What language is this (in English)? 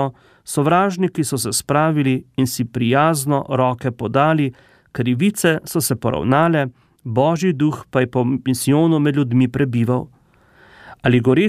Slovenian